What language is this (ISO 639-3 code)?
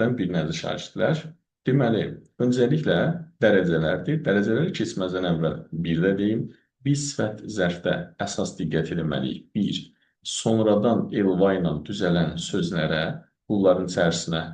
aze